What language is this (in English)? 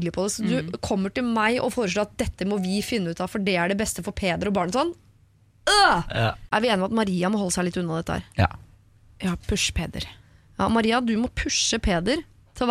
Norwegian